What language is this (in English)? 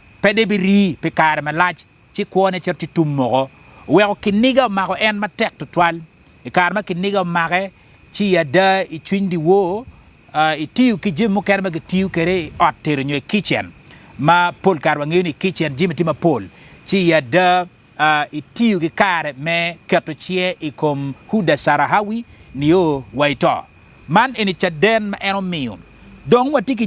Acoli